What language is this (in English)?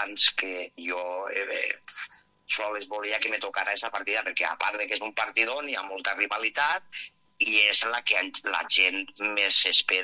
Catalan